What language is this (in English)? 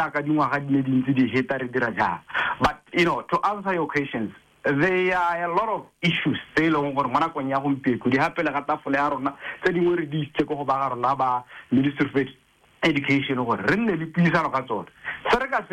Tswana